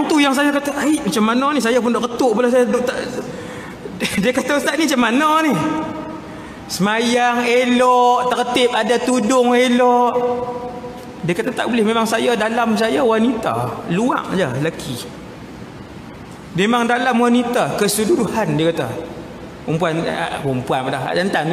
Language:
Malay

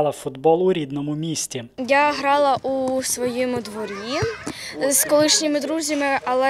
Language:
Ukrainian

